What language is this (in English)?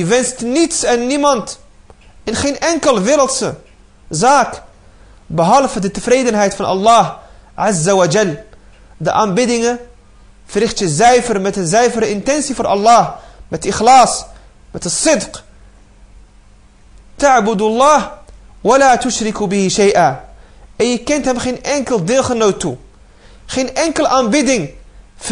Dutch